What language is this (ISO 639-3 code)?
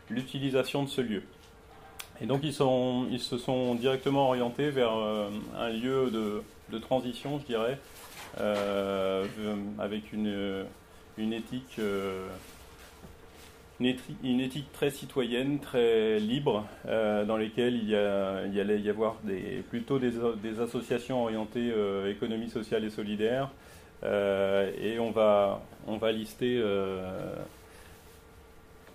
fra